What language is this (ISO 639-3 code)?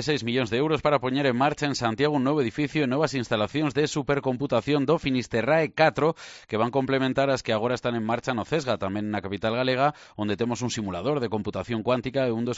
glg